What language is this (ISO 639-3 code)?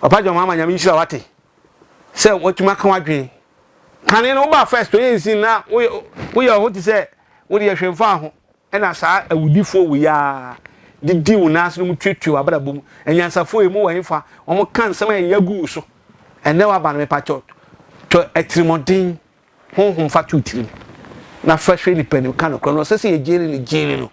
aka